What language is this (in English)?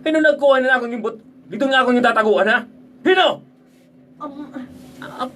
Waray